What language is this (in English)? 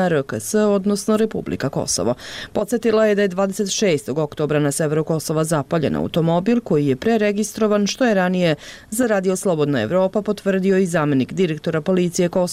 Bosnian